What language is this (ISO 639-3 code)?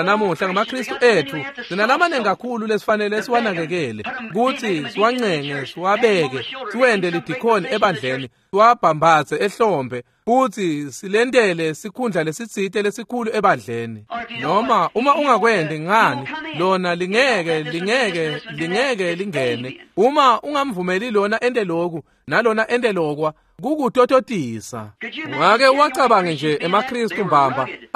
ssw